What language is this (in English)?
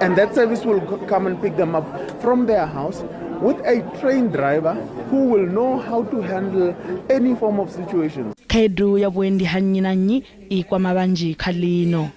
Venda